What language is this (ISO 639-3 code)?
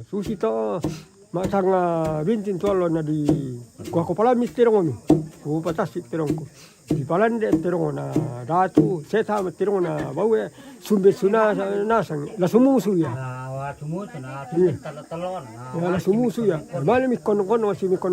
sda